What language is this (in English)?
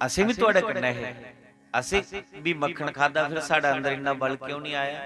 Dogri